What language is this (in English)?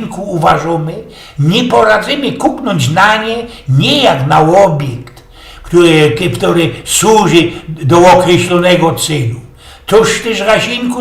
Silesian